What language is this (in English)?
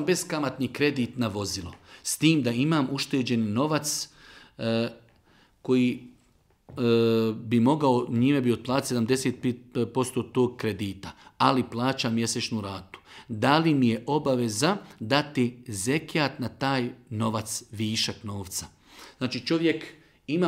Bosnian